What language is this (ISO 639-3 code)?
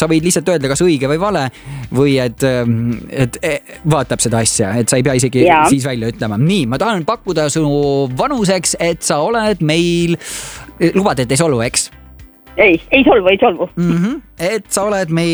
est